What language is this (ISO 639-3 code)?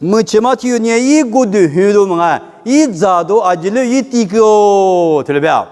lis